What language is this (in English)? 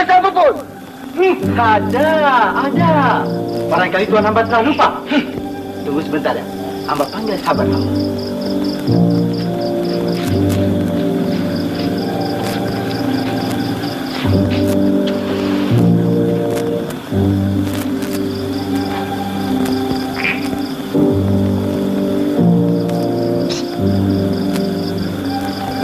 Malay